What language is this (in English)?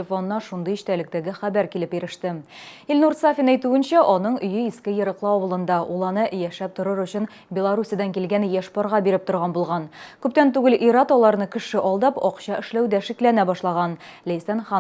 Tatar